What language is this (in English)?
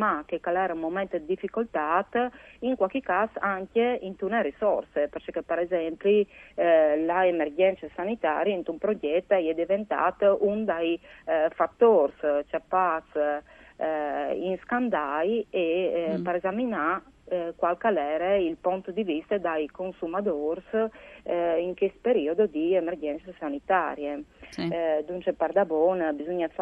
Friulian